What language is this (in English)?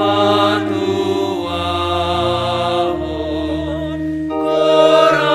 Batak Simalungun